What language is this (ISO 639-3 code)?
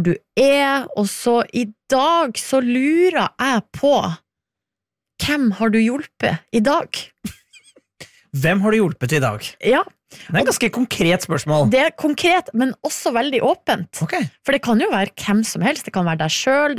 nor